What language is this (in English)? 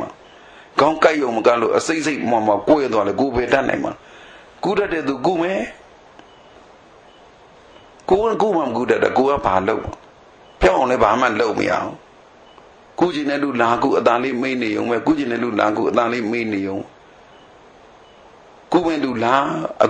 Burmese